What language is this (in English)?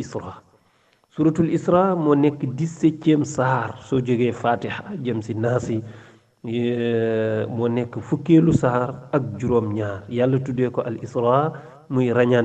Wolof